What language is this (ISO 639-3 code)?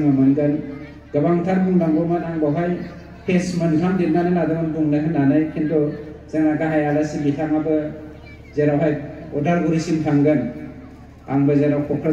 brx